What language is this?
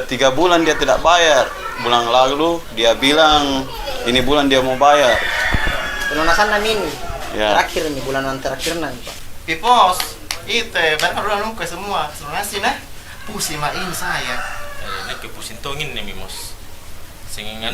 Makassar Malay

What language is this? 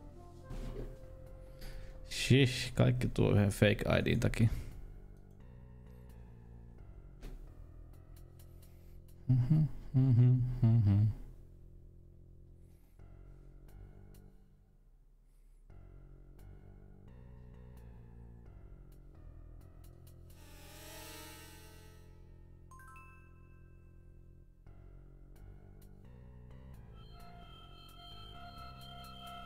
Finnish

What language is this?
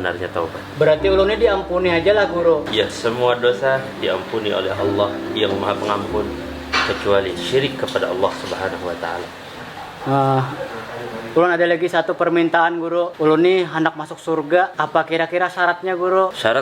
Banjar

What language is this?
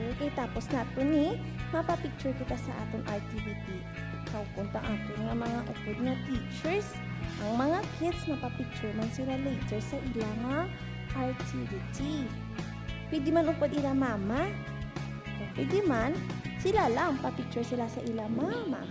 Hiligaynon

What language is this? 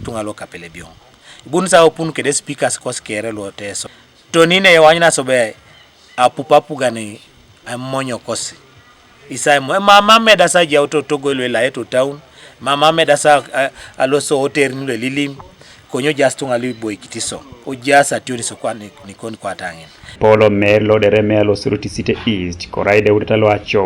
Teso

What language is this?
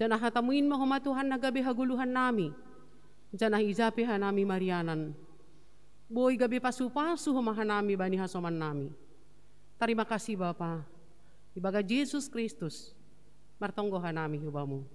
Batak Simalungun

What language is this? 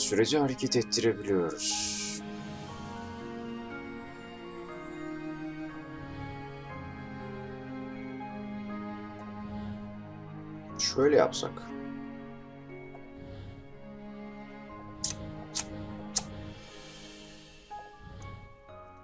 Turkish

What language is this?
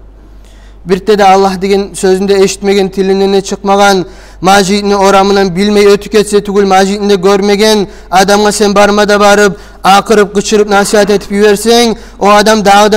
Kumyk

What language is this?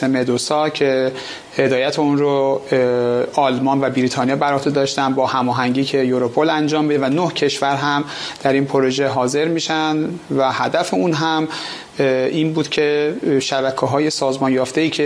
Persian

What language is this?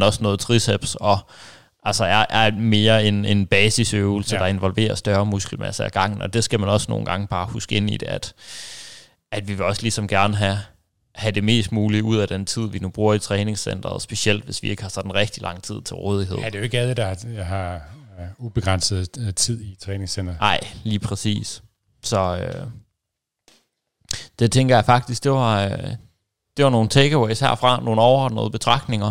Danish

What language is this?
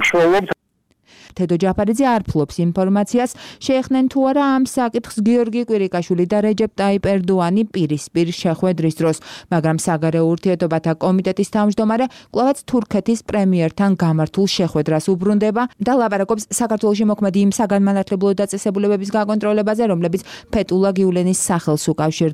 Georgian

